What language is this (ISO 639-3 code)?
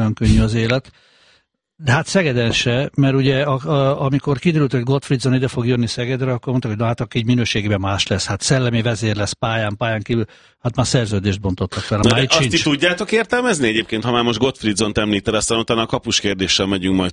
hun